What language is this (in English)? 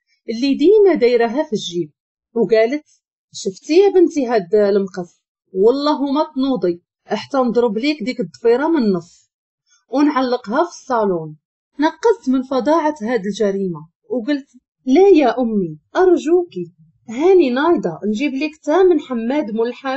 Moroccan Arabic